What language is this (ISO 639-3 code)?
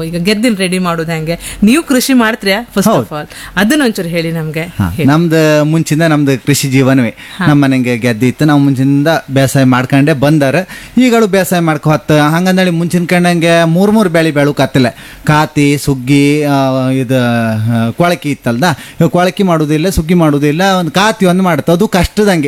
kan